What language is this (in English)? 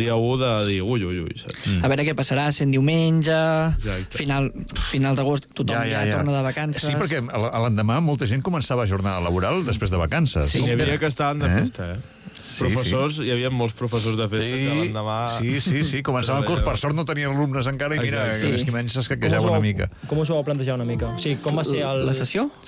Catalan